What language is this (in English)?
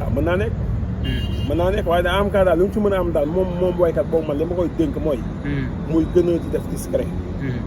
Wolof